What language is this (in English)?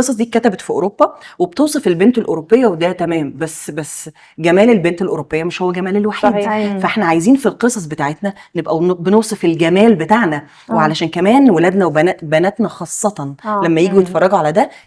Egyptian Arabic